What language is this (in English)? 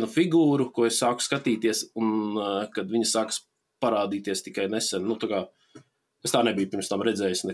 Latvian